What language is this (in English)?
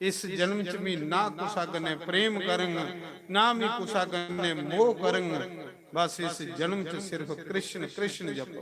Dogri